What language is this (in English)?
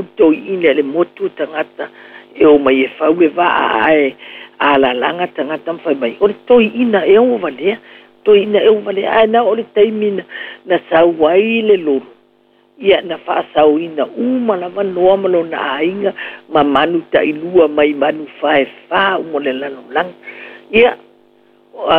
Samoan